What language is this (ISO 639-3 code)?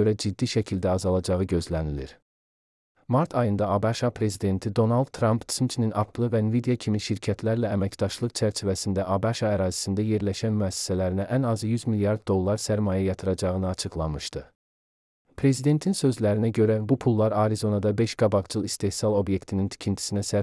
aze